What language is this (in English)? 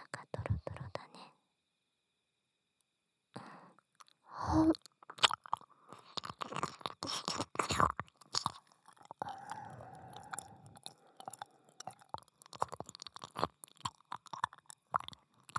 Japanese